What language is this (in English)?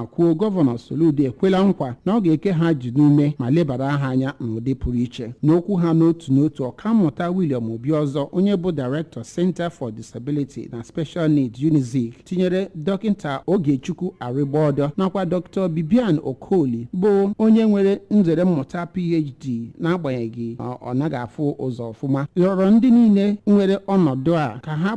Igbo